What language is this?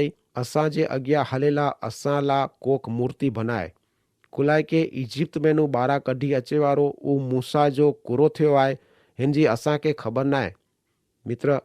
Kachhi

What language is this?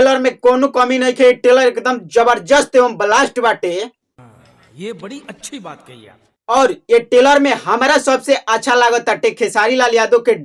Bhojpuri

